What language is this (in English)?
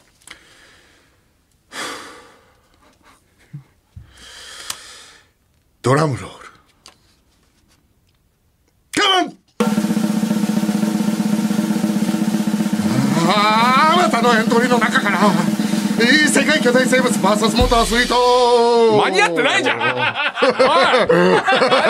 Japanese